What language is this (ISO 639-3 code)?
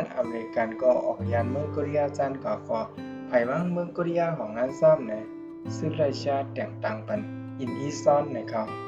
shn